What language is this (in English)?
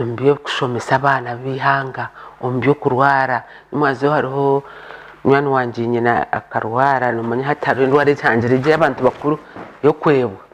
Nyankole